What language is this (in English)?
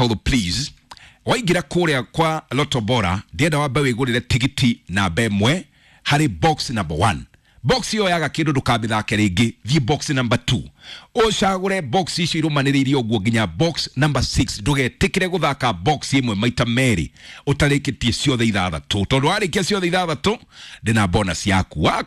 Kikuyu